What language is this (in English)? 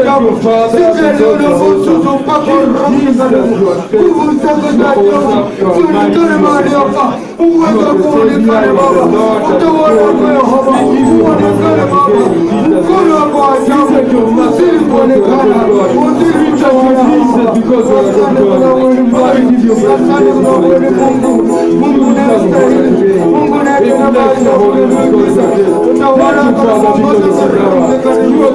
Swahili